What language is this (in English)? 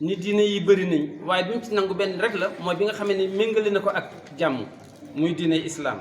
Wolof